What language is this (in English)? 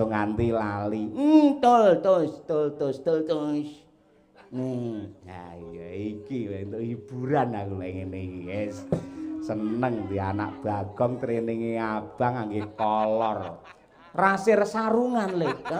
Javanese